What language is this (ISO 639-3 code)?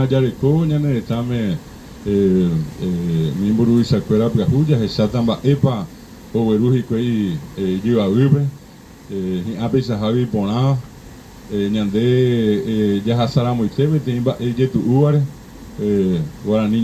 grn